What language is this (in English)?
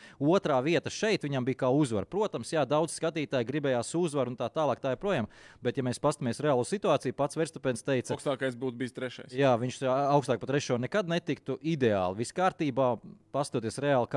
Latvian